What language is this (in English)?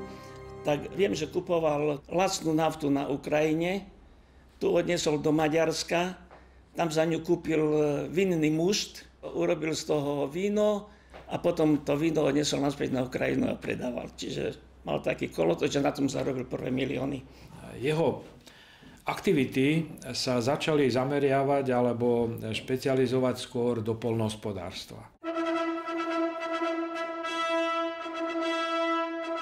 Slovak